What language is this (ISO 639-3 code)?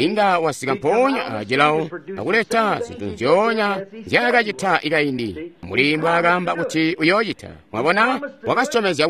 toi